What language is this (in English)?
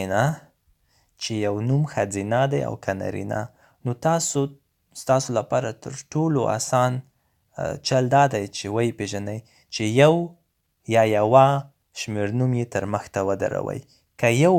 Pashto